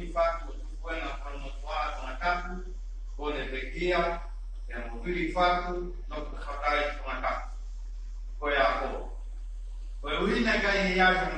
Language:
Tongan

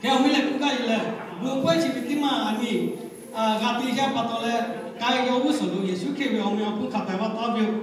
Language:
Lahu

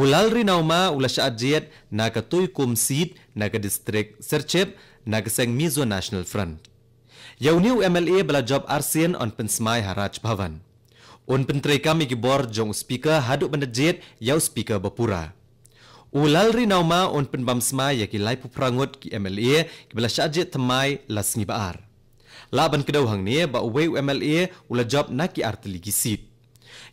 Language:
Khasi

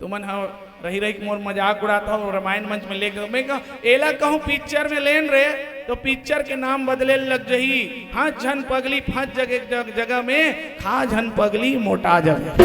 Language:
Chhattisgarhi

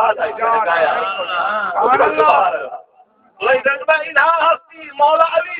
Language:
Saraiki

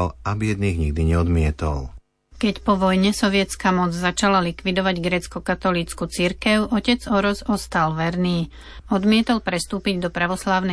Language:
Slovak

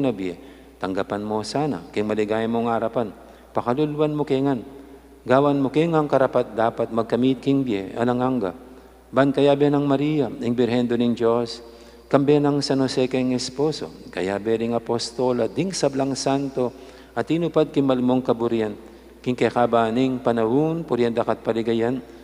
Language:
Pampanga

